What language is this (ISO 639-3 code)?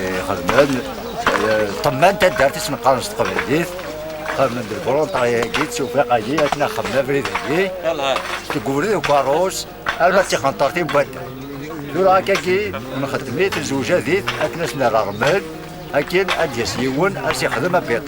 kab